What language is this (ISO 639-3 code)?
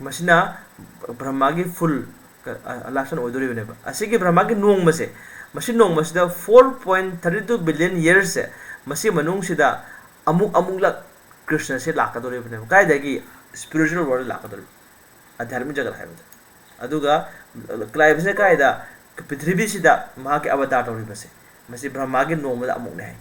mni